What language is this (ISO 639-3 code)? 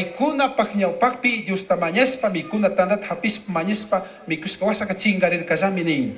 qug